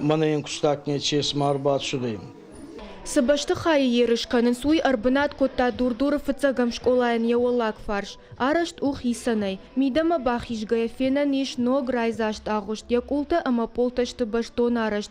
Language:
Ossetic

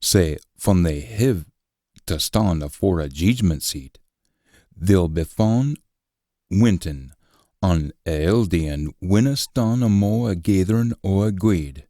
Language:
Scots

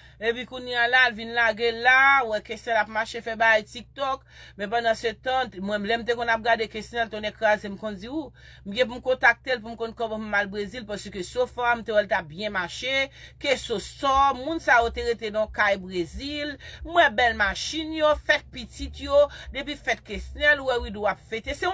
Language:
Haitian Creole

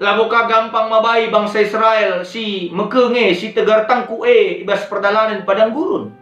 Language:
Batak Karo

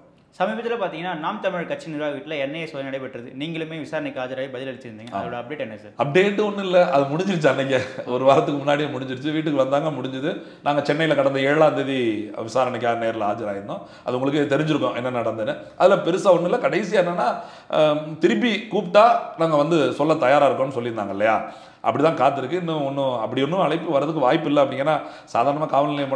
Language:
Tamil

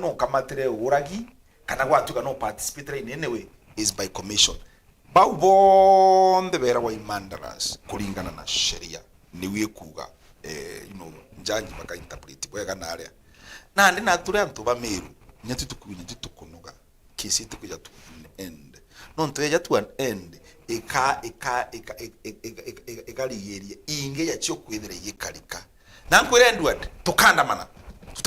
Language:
Meru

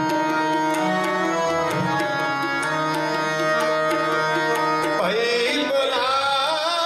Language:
Punjabi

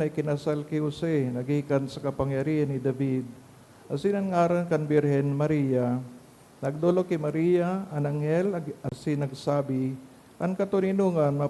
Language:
Bikol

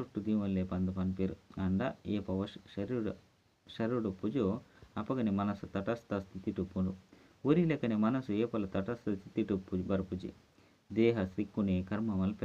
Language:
Tulu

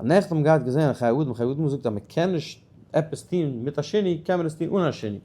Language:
Yiddish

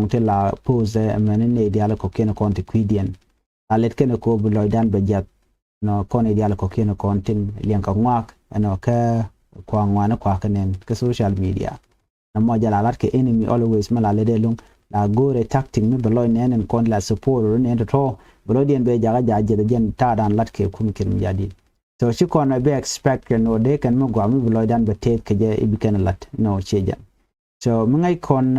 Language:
Nuer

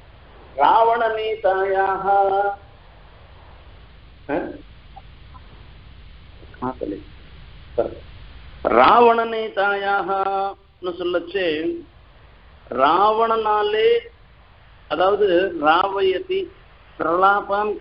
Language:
Tamil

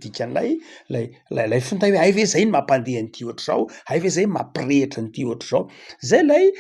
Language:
Malagasy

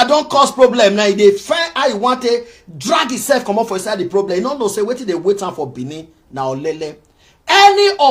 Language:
Nigerian Pidgin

